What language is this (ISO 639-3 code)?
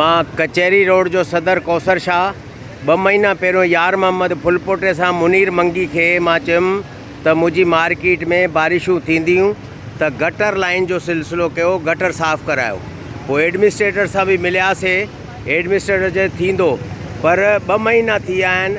snd